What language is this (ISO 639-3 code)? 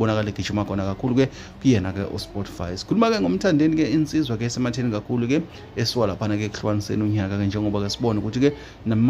zul